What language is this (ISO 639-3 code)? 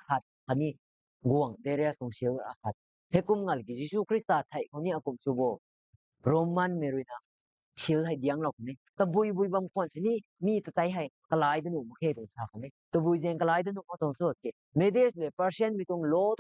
nbu